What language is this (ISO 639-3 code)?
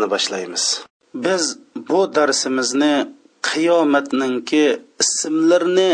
uig